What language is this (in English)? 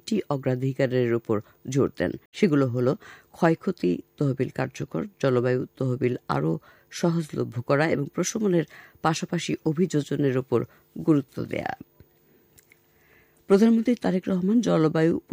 Bangla